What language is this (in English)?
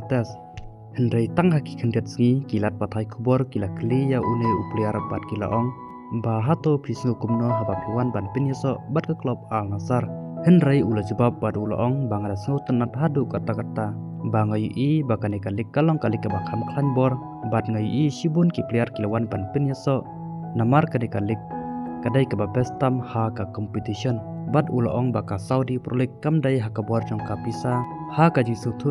Khasi